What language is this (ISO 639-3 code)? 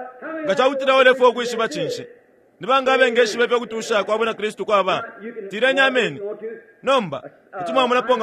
bem